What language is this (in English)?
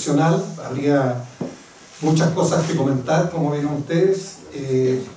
Spanish